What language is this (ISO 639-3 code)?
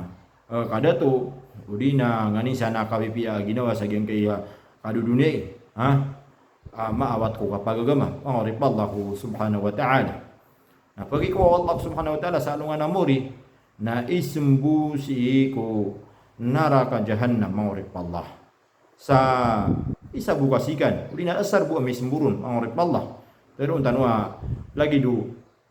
mrw